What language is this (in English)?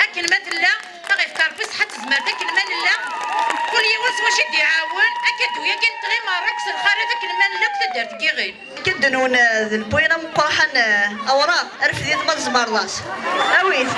Kabyle